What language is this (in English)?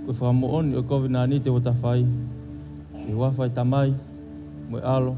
Tongan